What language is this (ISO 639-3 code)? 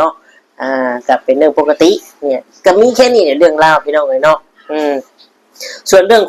lao